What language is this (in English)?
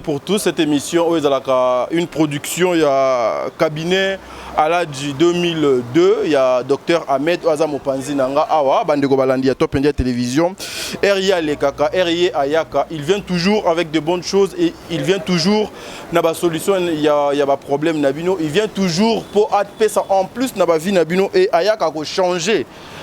Lingala